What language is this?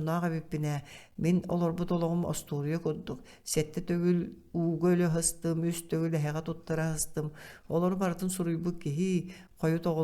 Yakut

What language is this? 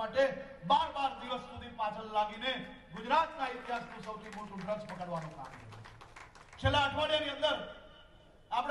Gujarati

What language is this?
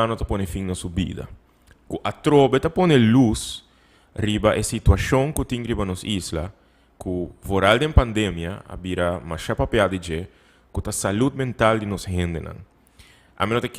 Papiamento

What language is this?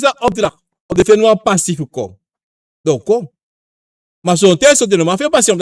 Sranan Tongo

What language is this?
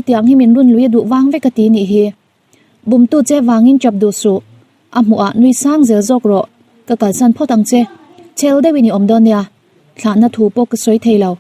Mizo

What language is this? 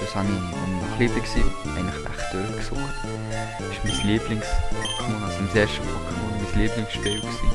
Swiss German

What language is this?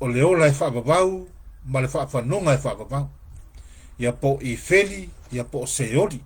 Samoan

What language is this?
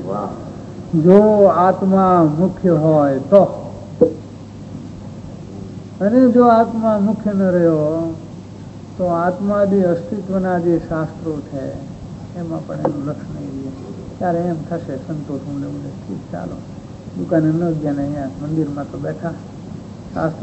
Gujarati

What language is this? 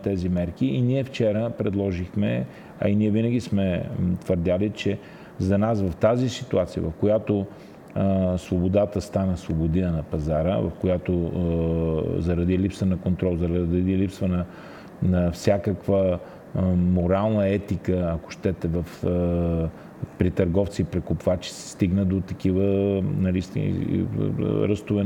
Bulgarian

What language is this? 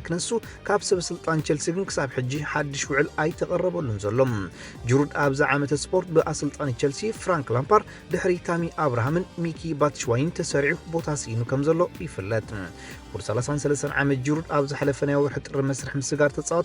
Tigrinya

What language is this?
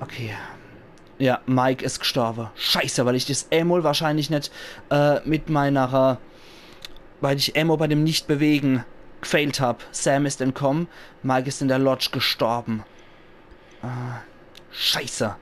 Palatine German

